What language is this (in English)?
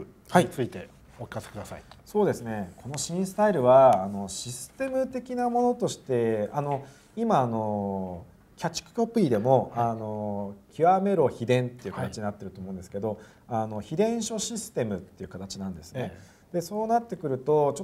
Japanese